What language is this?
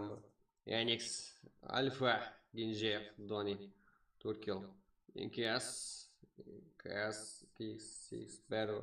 Kara-Kalpak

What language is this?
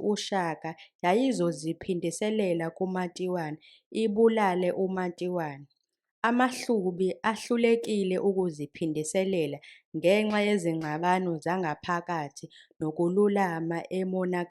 Zulu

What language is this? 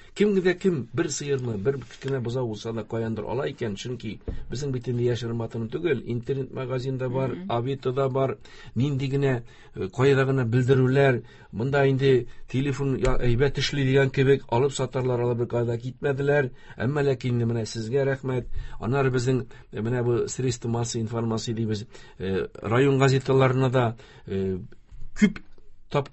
Tatar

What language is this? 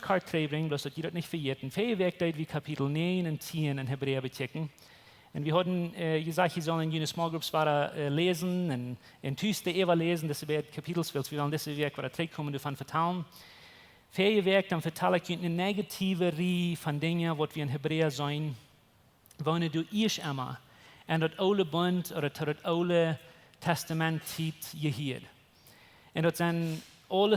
Plautdietsch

